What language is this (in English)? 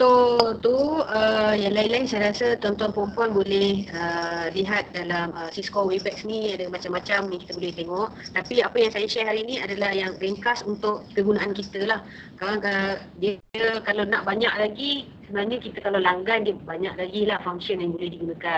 Malay